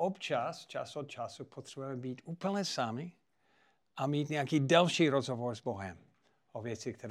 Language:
Czech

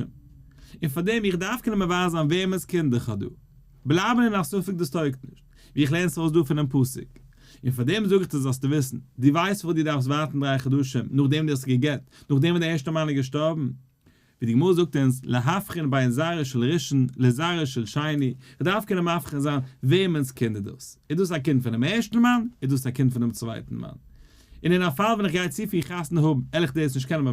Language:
Yiddish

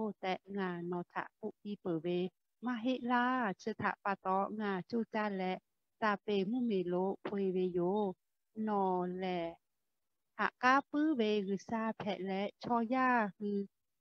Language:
Lahu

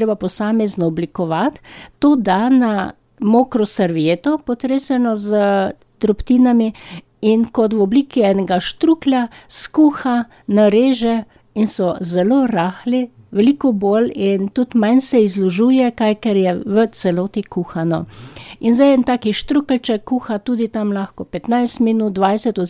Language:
Slovenian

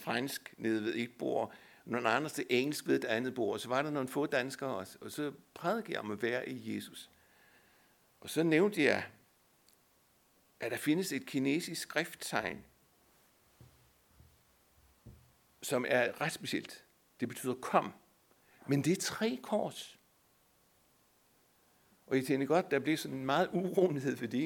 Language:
Danish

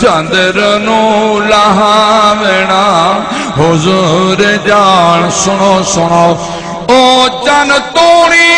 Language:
Saraiki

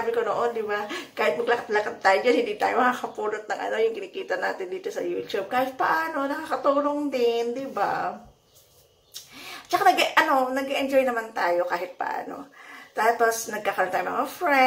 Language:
Filipino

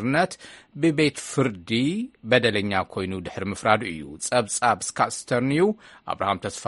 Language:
Tigrinya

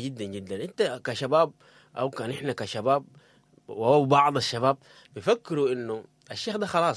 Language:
Sudanese Arabic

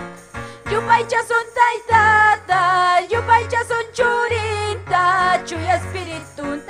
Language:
Ayacucho Quechua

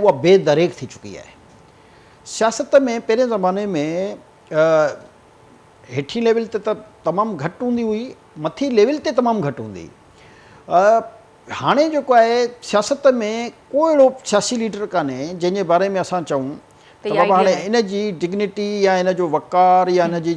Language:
Sindhi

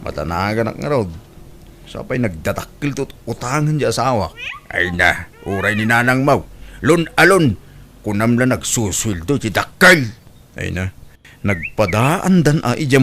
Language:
Iloko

